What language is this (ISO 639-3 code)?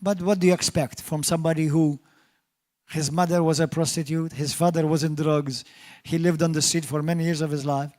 eng